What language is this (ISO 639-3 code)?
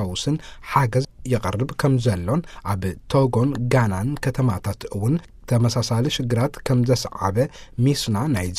tir